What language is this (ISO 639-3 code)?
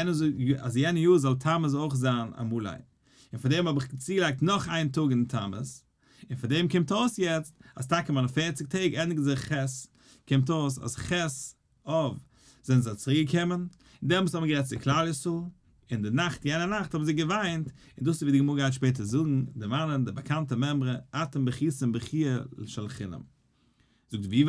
yid